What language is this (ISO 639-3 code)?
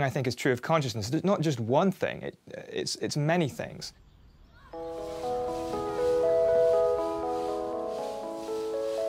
swe